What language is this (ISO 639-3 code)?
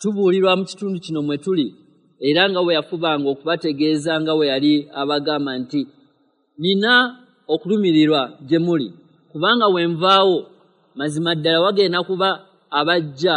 lug